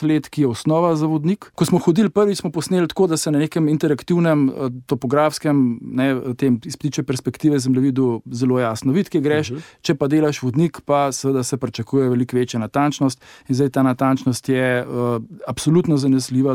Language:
Slovenian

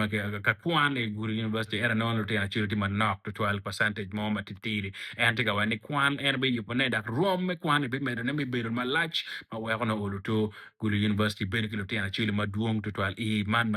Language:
Acoli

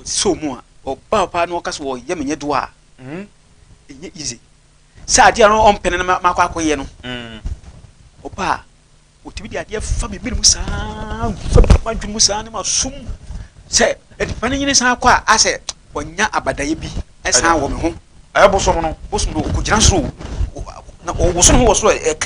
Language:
Akan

